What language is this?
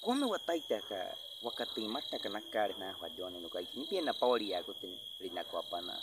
Baniwa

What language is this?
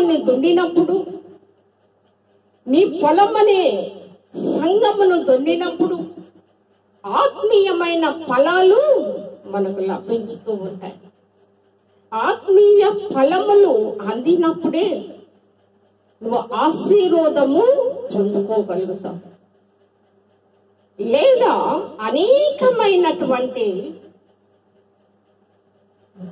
Telugu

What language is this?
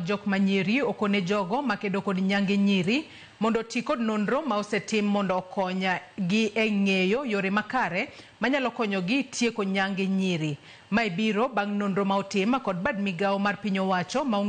Luo (Kenya and Tanzania)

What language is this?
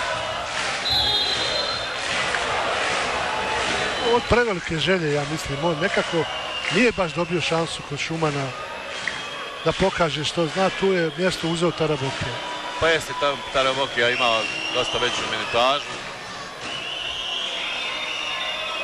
Croatian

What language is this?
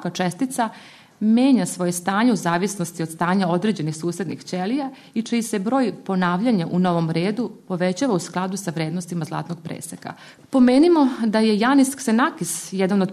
Serbian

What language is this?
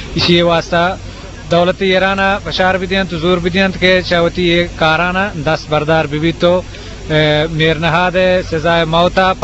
Eastern Balochi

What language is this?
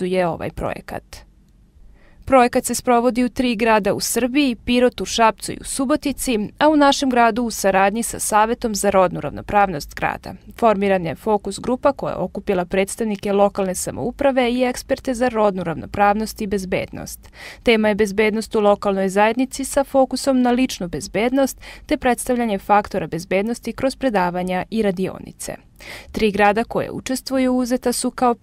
Serbian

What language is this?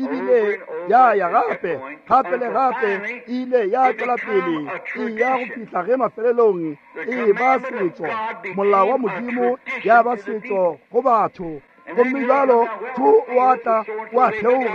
Northern Sotho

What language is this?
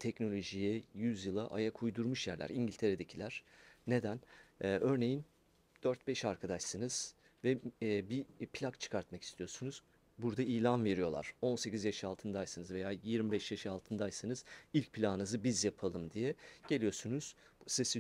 Turkish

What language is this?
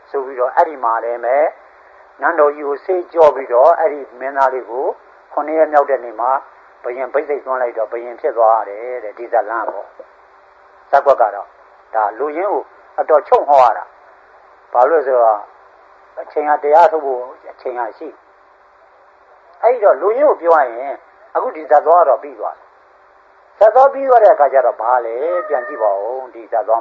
Burmese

